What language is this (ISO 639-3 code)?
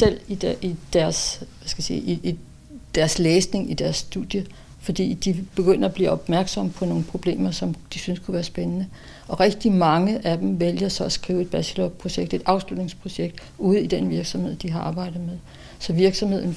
dan